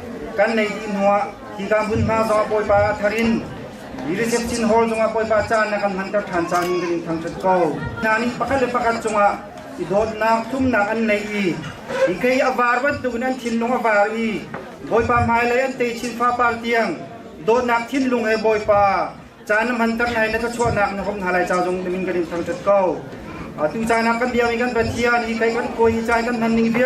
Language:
Hakha Chin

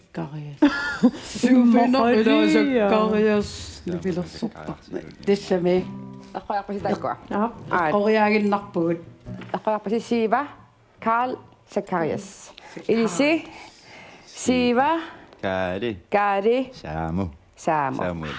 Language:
Kalaallisut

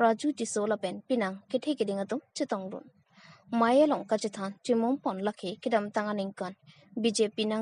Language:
Karbi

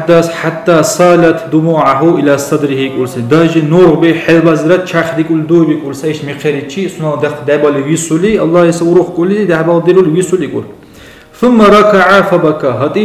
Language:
Dargwa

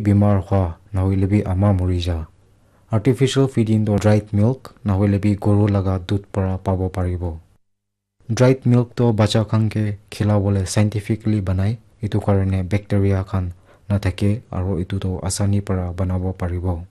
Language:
Naga Pidgin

